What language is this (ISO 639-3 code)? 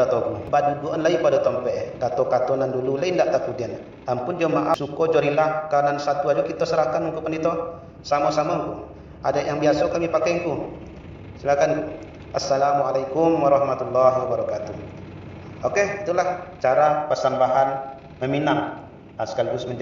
min